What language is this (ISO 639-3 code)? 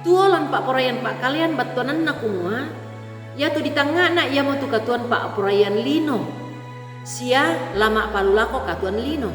sda